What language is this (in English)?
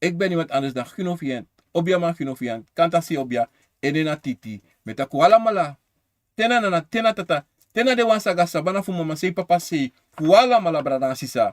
Sranan Tongo